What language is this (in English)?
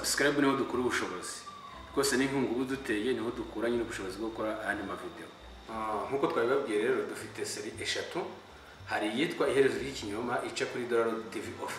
Kinyarwanda